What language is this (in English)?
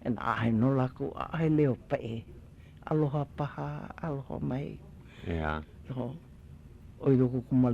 Hawaiian